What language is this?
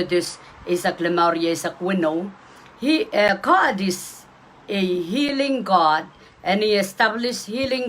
Pohnpeian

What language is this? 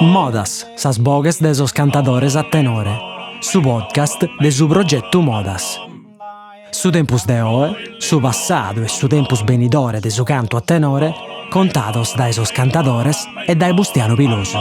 Sardinian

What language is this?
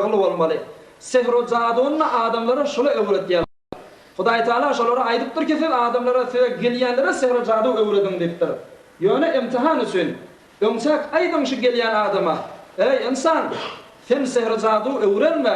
Turkmen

